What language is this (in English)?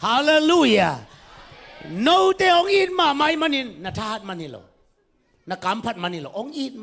Tedim Chin